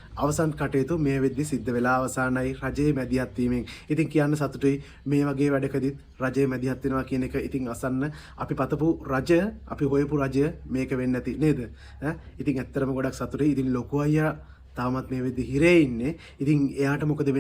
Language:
Sinhala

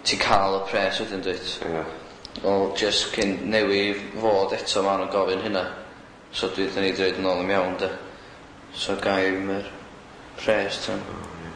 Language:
Welsh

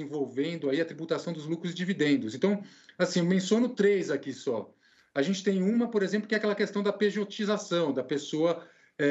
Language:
Portuguese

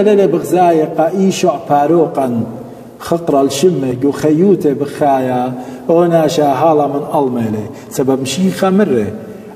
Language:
Assyrian Neo-Aramaic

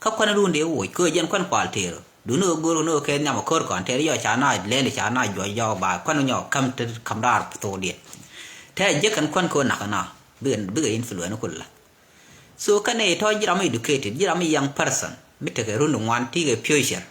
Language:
Nuer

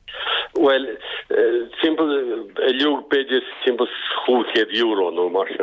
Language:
Irish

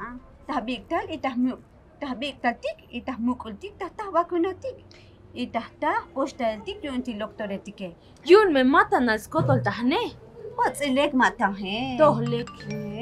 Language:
Tzotzil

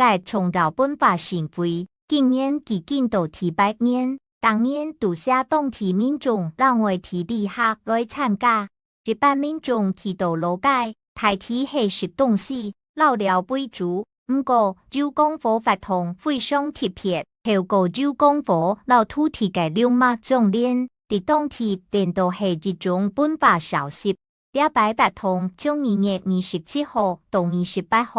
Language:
Hakka Chinese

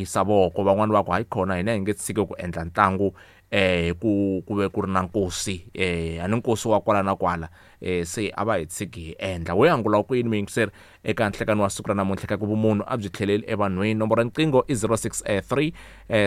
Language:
Tsonga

